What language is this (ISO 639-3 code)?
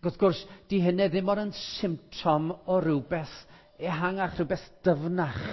cym